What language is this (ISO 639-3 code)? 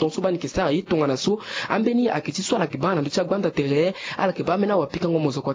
sag